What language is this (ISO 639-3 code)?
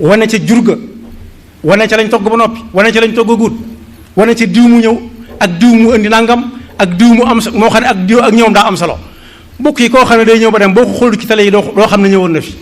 wol